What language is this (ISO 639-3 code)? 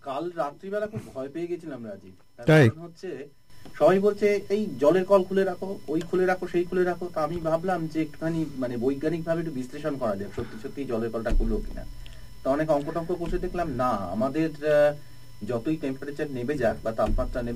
ben